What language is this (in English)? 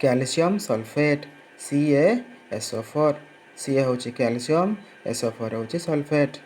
Odia